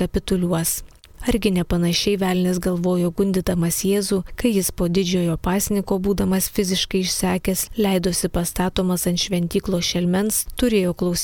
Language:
Lithuanian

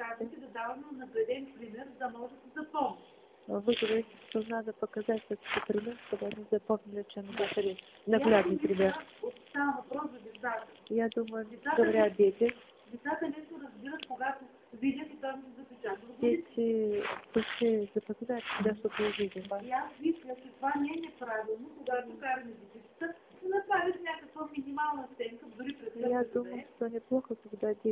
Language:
Bulgarian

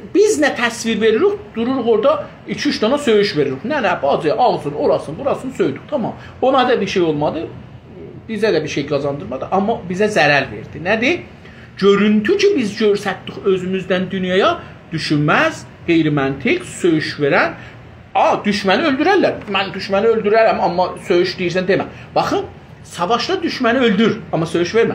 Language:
South Azerbaijani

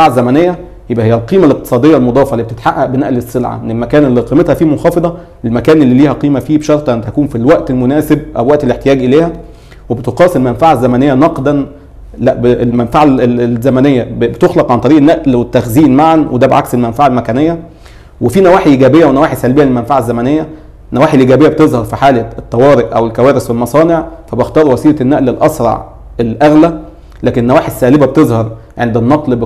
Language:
Egyptian Arabic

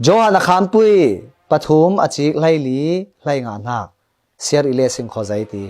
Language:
Falam Chin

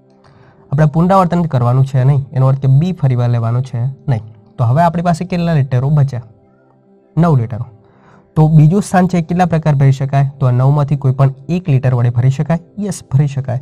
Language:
Gujarati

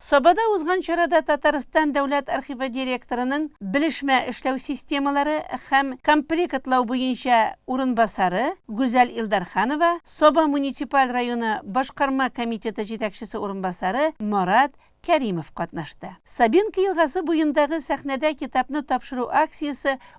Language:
Tatar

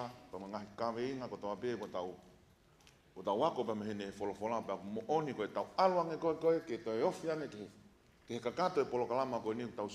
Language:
Tongan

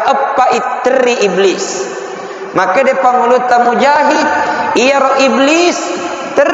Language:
Buginese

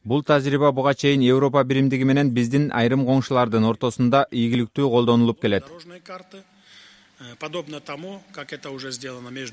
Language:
Kyrgyz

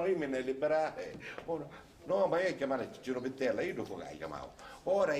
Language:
Sicilian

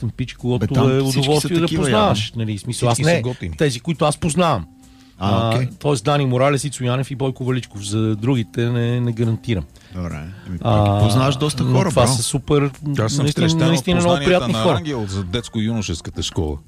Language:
Bulgarian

